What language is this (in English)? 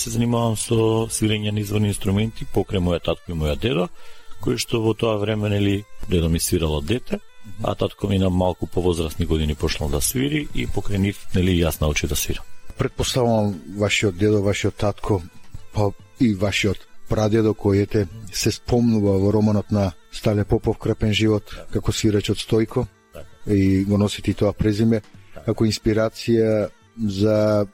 Macedonian